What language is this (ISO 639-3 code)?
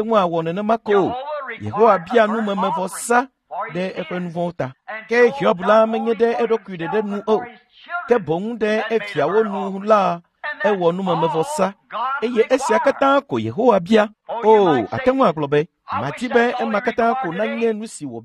ewe